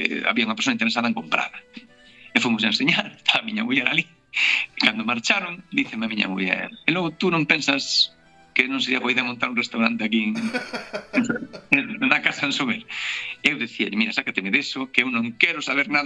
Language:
Galician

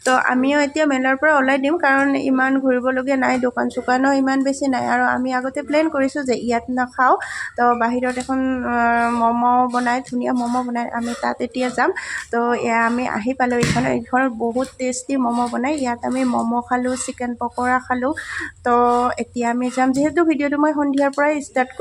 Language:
Assamese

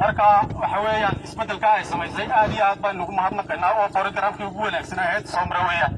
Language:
Somali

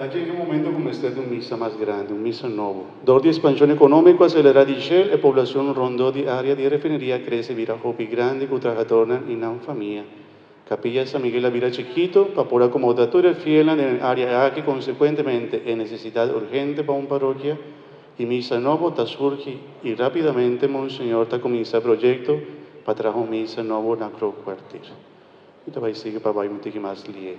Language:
Papiamento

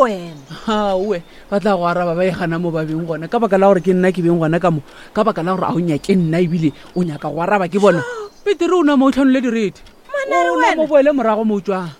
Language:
Northern Sotho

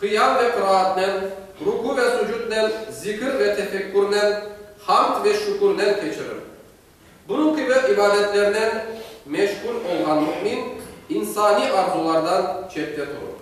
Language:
Crimean Tatar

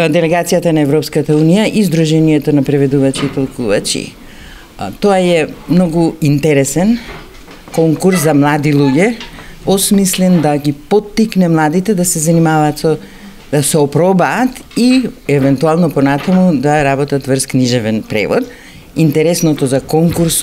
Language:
Macedonian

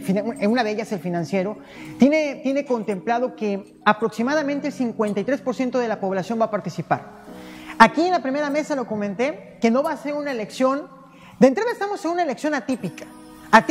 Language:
Spanish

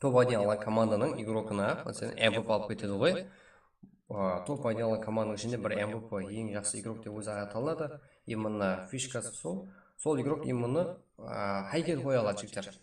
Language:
Kara-Kalpak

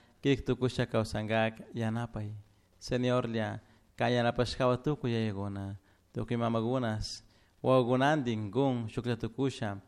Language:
Chimborazo Highland Quichua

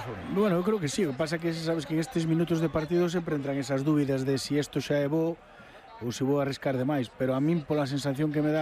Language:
Galician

